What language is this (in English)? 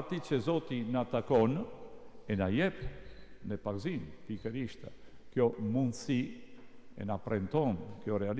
Albanian